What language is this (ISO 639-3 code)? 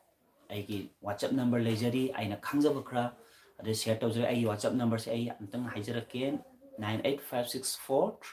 mni